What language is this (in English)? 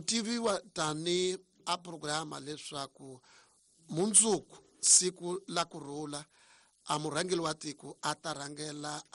Tsonga